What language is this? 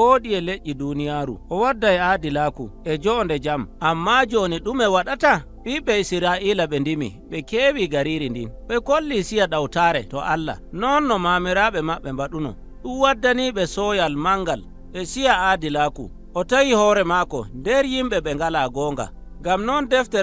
Nigerian Fulfulde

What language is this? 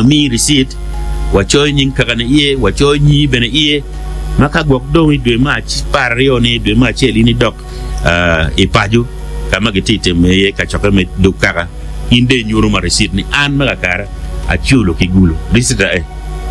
Acoli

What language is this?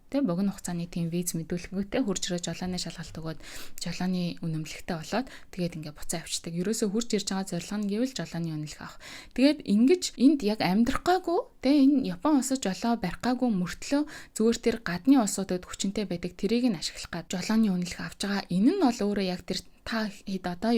Mongolian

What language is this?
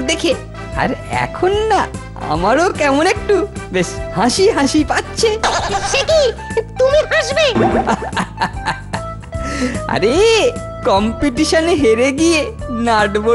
Bangla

